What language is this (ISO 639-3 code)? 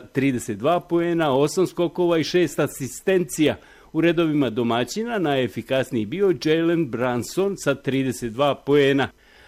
bos